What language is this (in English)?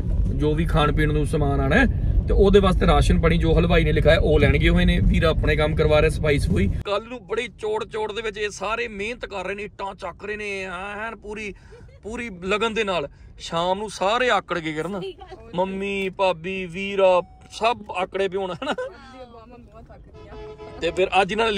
Punjabi